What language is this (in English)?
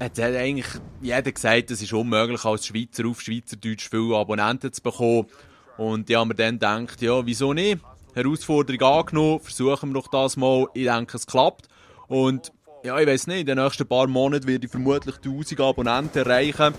Swiss German